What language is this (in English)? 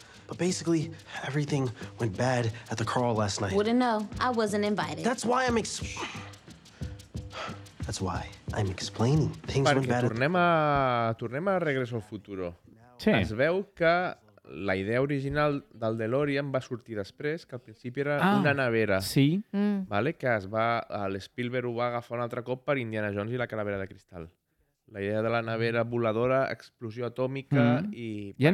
Catalan